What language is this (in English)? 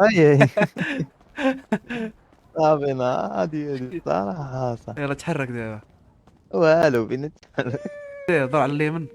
Moroccan Arabic